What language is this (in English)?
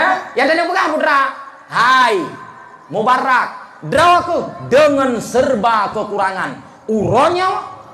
Achinese